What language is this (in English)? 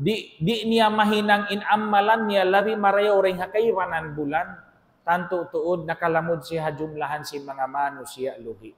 Tausug